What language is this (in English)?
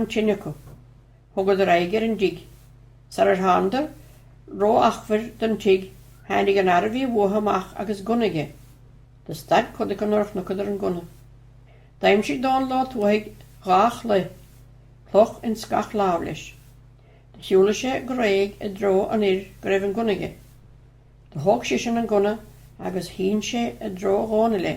Irish